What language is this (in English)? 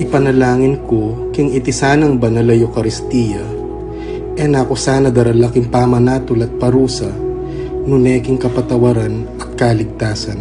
Pampanga